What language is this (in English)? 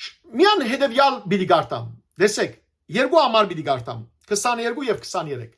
Western Armenian